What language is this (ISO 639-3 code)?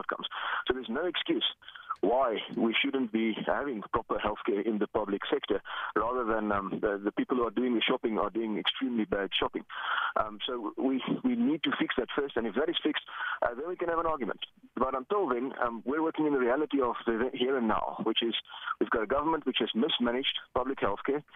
eng